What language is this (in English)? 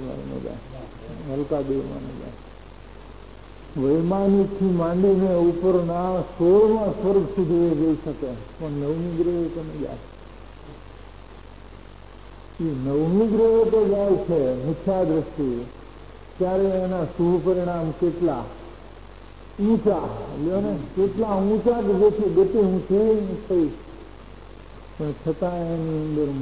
Gujarati